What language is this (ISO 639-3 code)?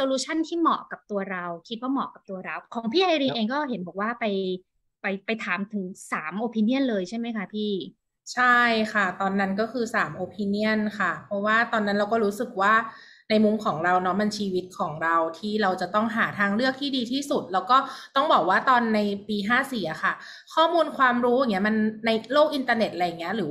tha